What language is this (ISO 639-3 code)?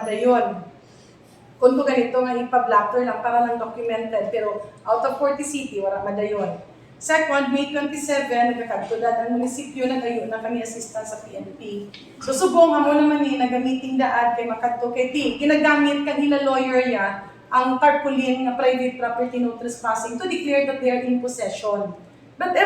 hil